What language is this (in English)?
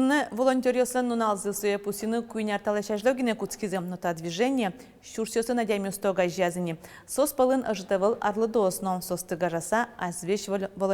Udmurt